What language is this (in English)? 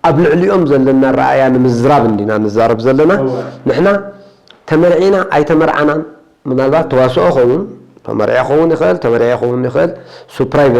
Tigrinya